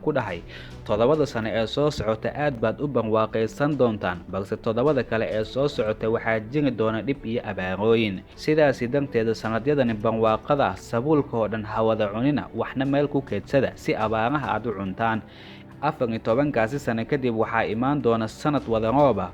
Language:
Somali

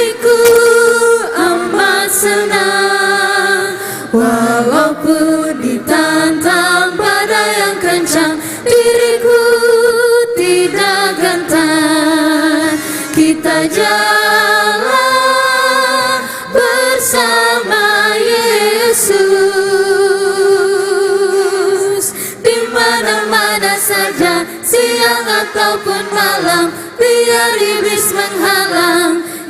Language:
Ambonese Malay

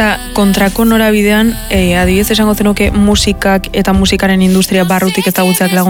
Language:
Basque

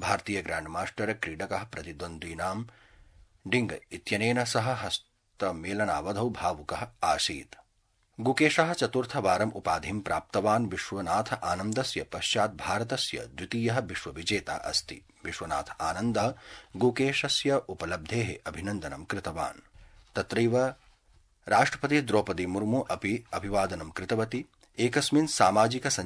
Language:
Sanskrit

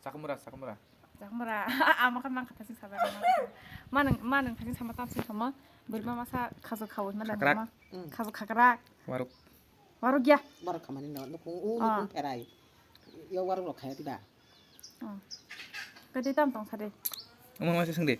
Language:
Kok Borok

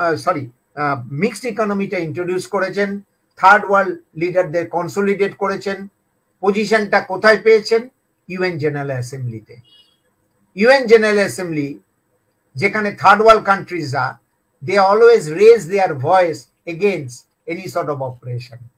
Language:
Bangla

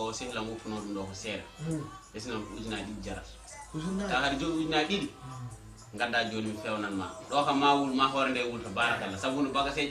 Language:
Fula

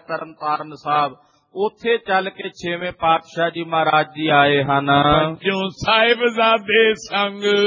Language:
Punjabi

